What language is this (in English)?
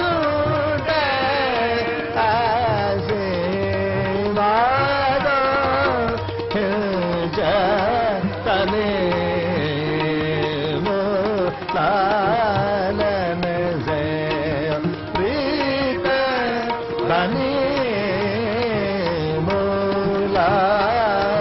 Punjabi